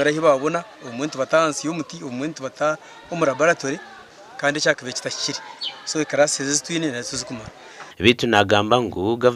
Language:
Nyankole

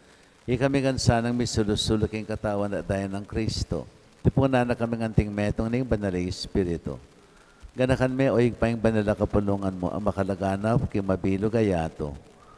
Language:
Pampanga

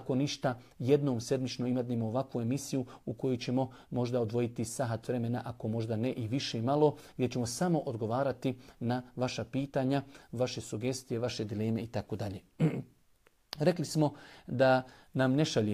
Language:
Bosnian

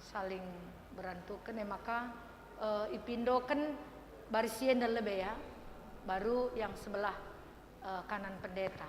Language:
Batak Karo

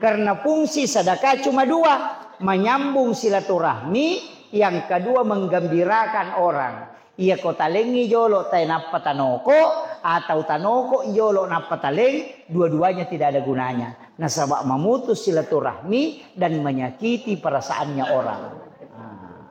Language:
Buginese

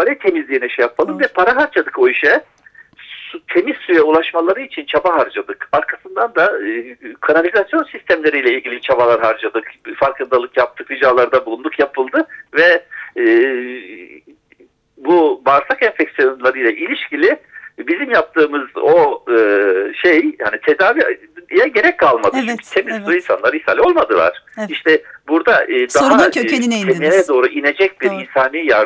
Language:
Turkish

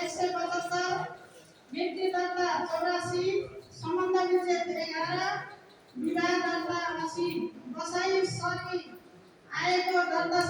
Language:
Nepali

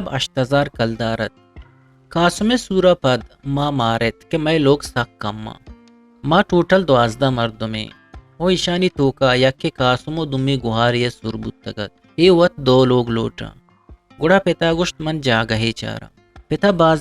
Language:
Eastern Balochi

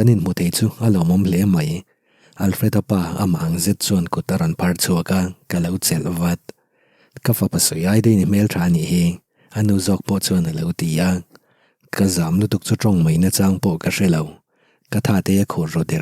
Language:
Mizo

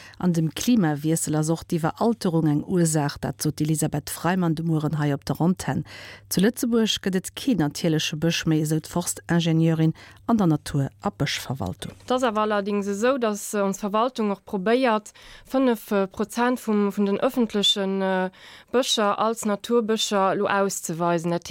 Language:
Luxembourgish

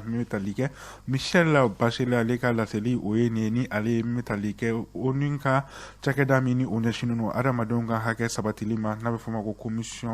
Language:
Bambara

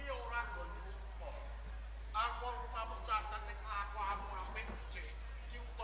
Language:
Javanese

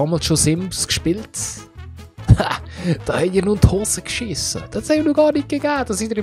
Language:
Swiss German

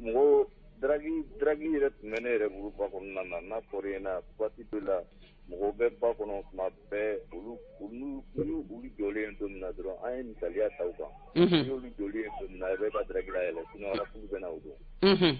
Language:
Bambara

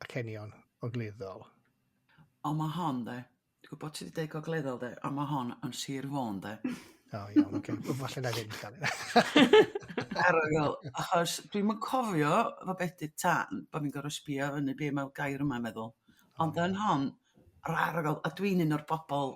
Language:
Welsh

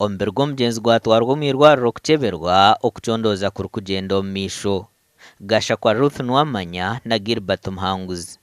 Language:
Nyankole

